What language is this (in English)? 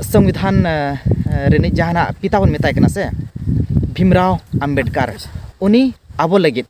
Santali